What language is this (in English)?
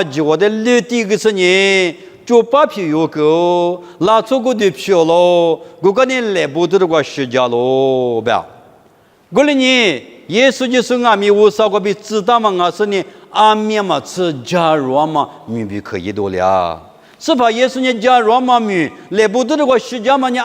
Lisu